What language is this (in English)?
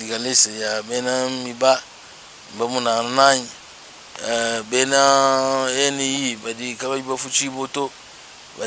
Luba-Lulua